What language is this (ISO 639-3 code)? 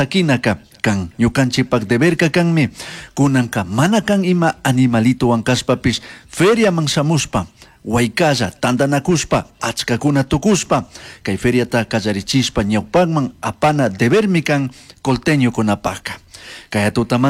qug